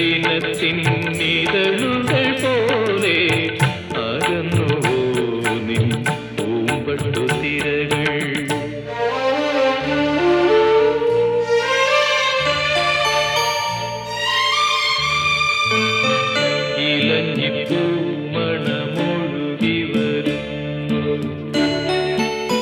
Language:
Malayalam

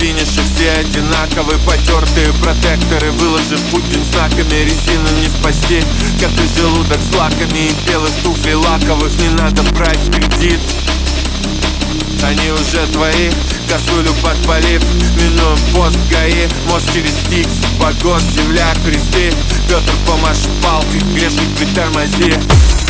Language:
Russian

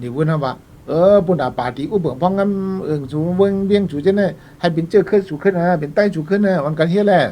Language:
Shan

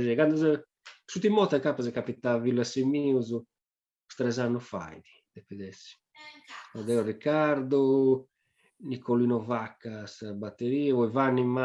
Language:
Sardinian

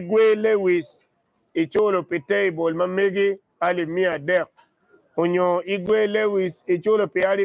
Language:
Acoli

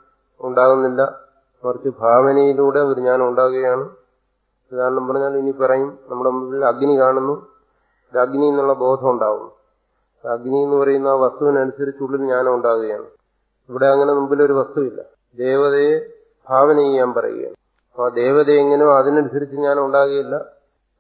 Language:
Malayalam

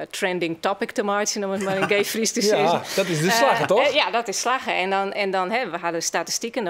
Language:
Western Frisian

